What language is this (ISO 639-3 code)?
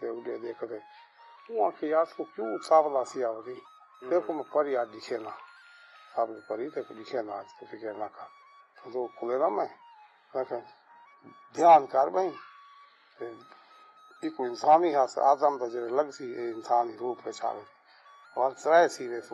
skr